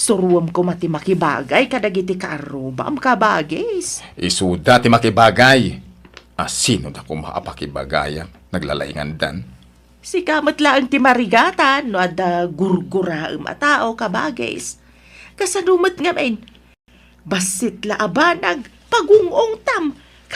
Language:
Iloko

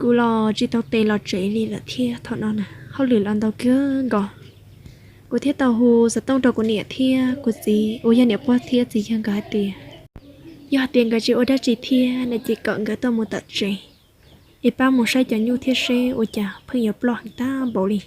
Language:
Hmong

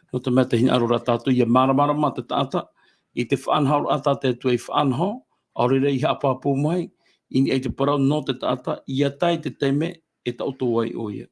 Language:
Tahitian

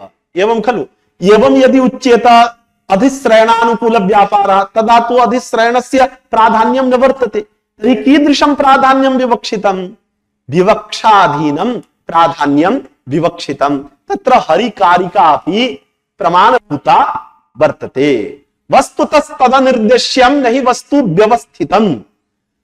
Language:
Sanskrit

